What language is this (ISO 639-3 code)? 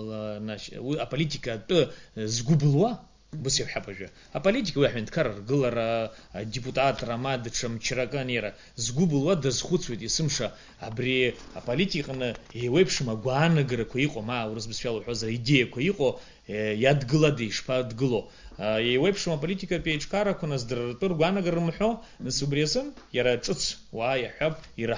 abk